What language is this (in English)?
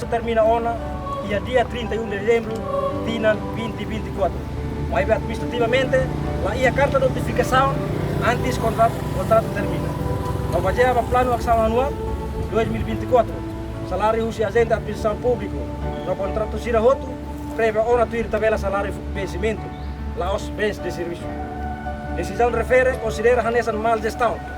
Tetum